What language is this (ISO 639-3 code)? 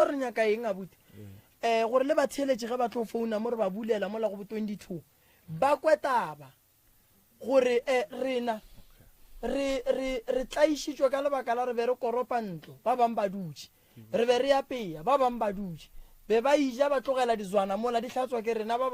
nso